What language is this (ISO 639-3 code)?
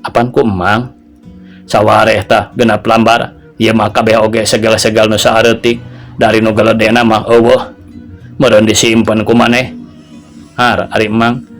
sun